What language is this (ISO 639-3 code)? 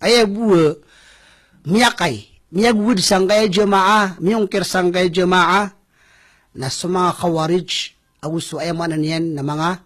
mrw